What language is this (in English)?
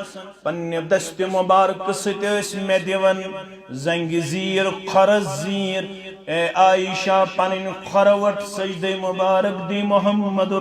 Kashmiri